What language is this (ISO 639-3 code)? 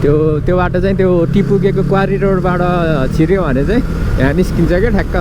nep